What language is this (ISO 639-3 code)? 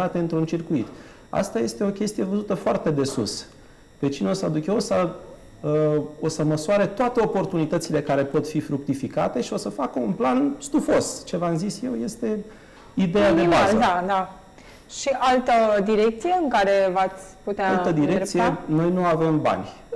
ron